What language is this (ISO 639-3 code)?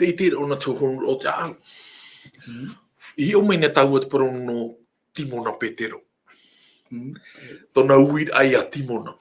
tah